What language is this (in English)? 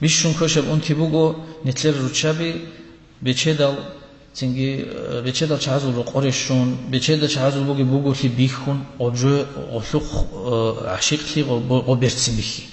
Avaric